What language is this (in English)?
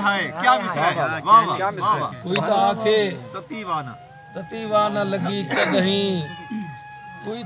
Saraiki